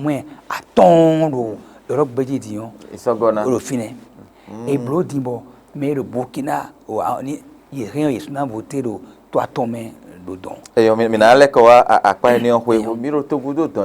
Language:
Fon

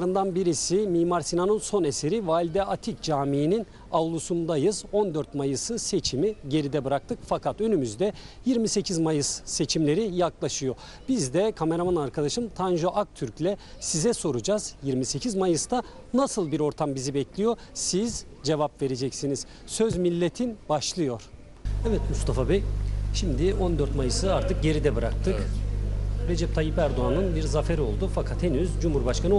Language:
Turkish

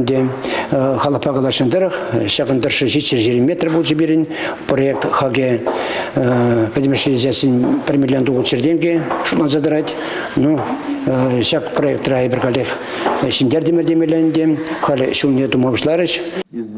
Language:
Chuvash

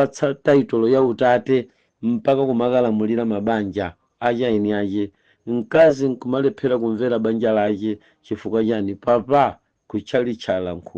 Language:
Nyanja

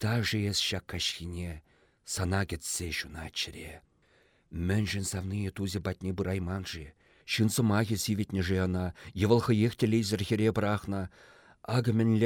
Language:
Chuvash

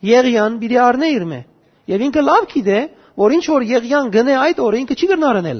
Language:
Western Armenian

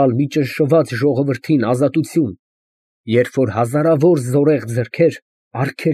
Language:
Armenian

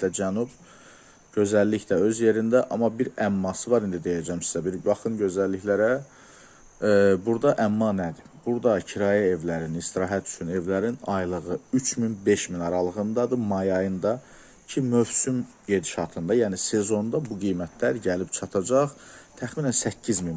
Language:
Azerbaijani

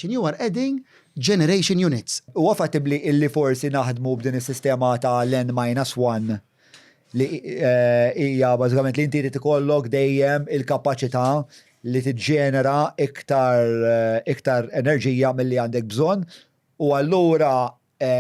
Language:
Maltese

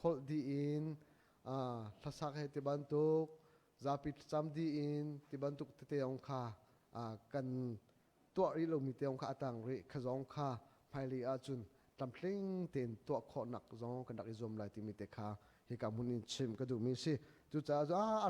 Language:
Hakha Chin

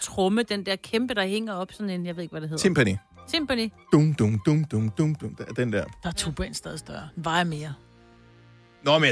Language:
Danish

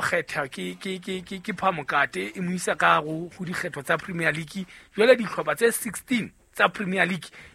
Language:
Southern Sotho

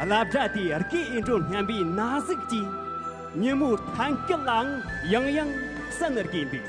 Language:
Tibetan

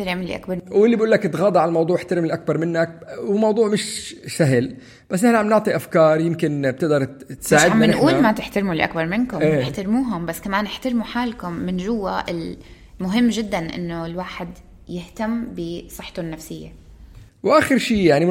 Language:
North Levantine Arabic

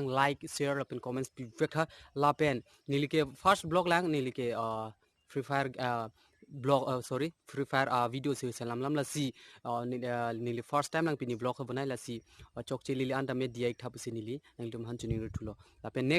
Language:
Karbi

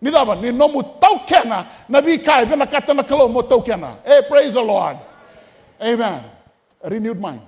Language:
Fijian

